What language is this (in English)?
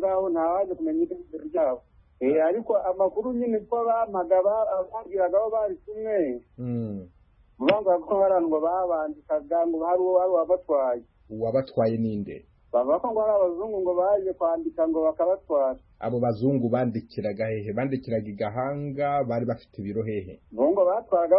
Kinyarwanda